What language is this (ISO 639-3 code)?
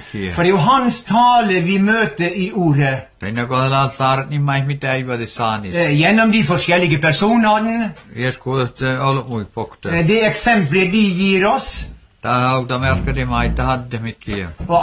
nor